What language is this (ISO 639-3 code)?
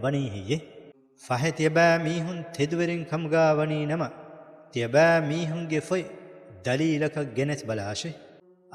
div